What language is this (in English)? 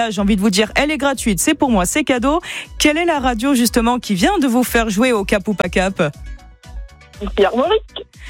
French